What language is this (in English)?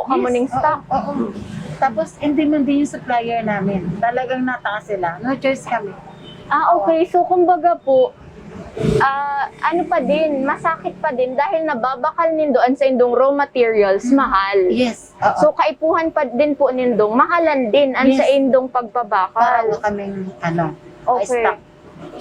Bikol